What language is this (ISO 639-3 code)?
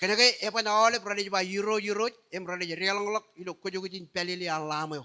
mah